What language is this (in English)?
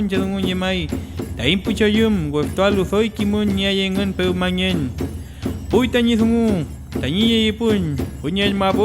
Mapuche